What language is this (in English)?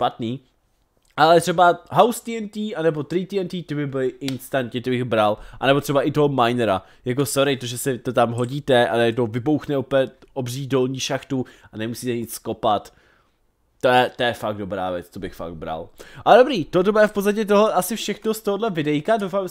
Czech